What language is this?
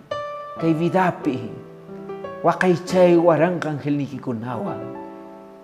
Quechua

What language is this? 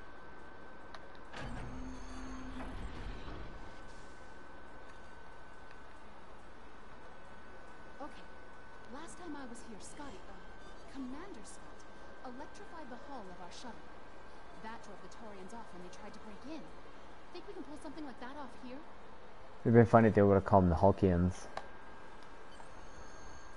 English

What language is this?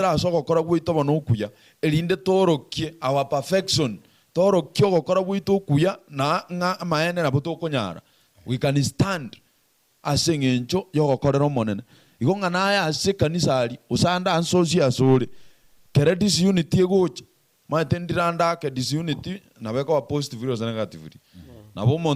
Gusii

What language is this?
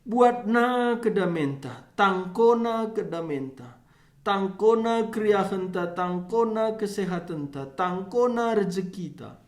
Batak Karo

